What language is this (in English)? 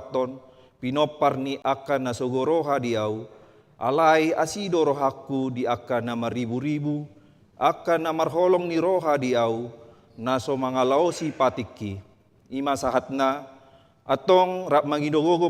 Batak Toba